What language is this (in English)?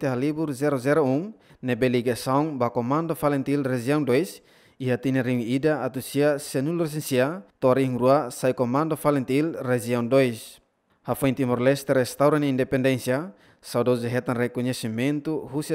Tetum